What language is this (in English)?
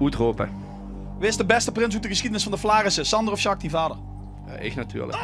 Limburgish